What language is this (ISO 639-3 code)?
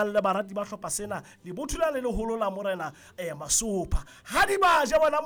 sot